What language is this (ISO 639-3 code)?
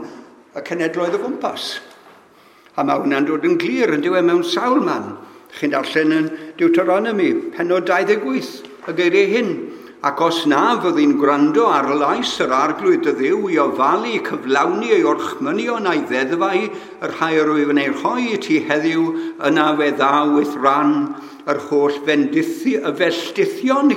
cym